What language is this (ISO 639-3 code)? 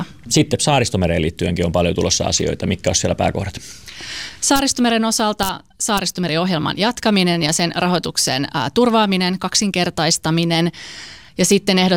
fin